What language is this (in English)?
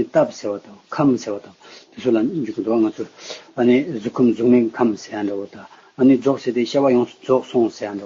Tibetan